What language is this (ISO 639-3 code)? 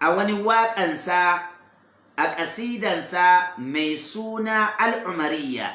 hau